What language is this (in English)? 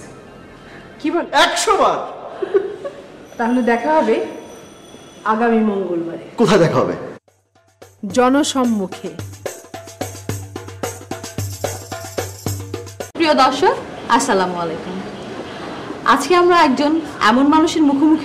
Bangla